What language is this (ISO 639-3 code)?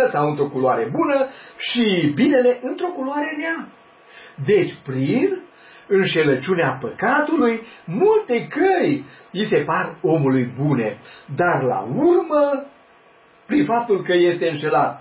ron